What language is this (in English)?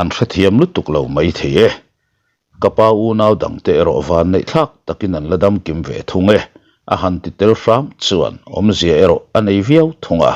Mizo